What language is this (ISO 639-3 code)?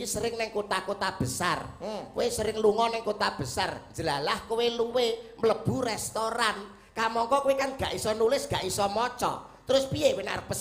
jav